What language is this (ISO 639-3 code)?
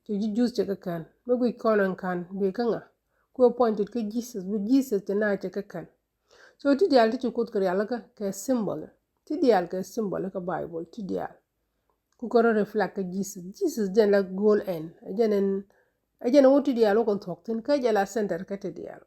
nus